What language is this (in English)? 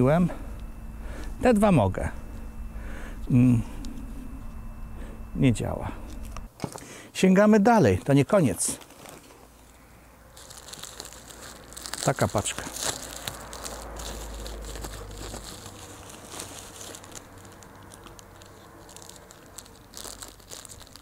Polish